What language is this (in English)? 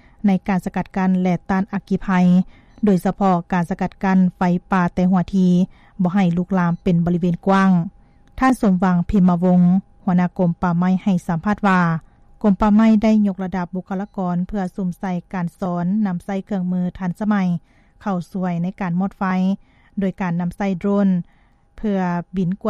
Lao